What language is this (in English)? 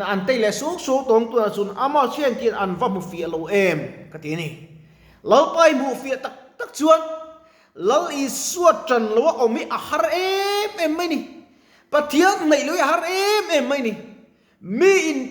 Mizo